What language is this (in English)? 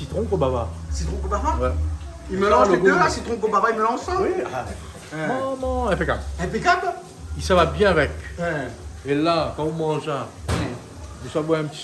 Réunion Creole French